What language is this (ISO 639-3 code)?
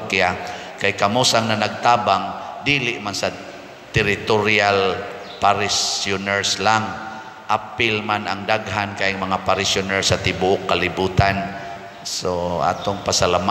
ceb